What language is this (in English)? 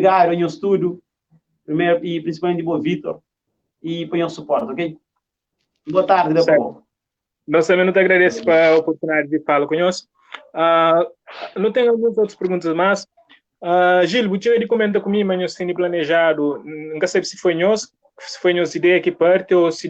Kabuverdianu